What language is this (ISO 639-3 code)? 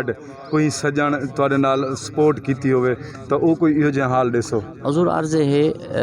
skr